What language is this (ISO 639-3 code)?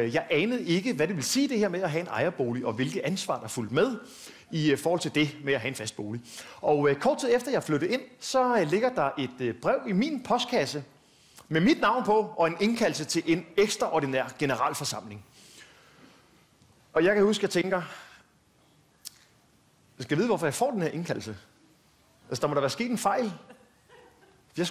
dan